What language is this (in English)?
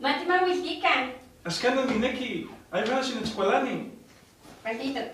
Eastern Huasteca Nahuatl